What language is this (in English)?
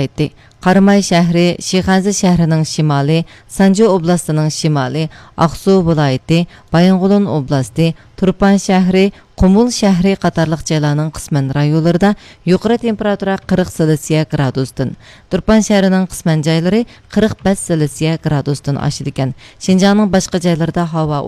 Uyghur